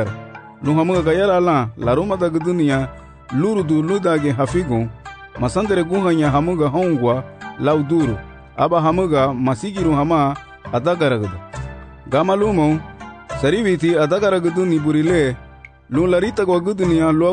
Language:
Garifuna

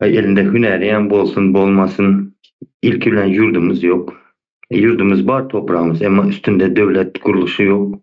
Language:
Turkmen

